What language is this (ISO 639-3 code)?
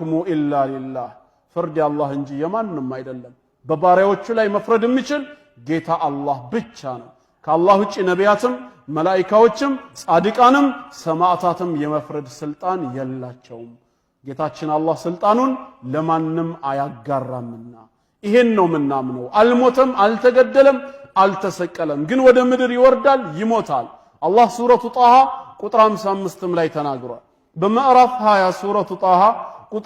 amh